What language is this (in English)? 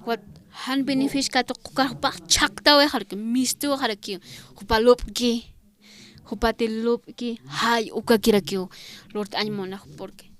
Aymara